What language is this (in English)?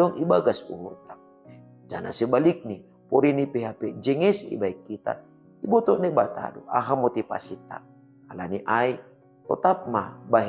Batak Simalungun